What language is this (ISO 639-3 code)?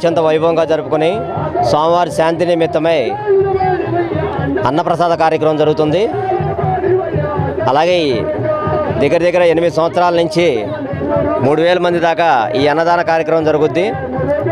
tel